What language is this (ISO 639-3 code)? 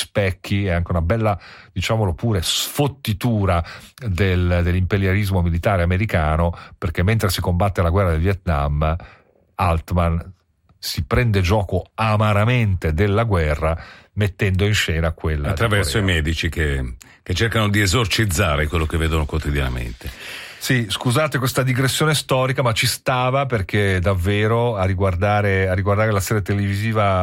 ita